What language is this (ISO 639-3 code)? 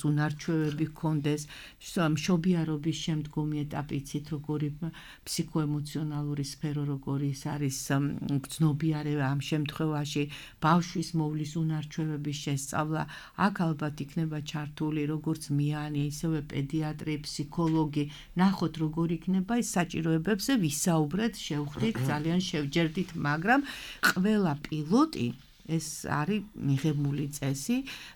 kat